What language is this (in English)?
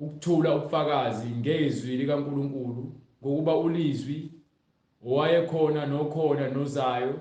Zulu